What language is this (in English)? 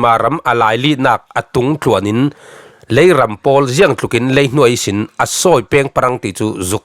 Falam Chin